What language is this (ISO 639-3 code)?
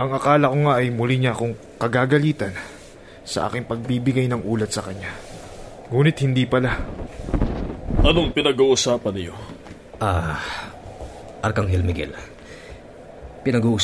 fil